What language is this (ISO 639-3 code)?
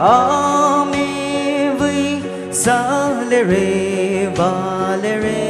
pmx